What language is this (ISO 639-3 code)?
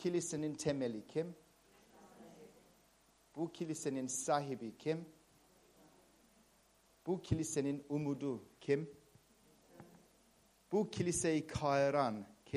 tur